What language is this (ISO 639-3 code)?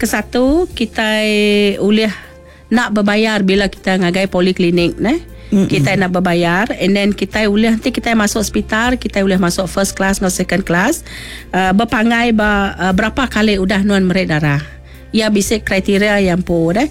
iba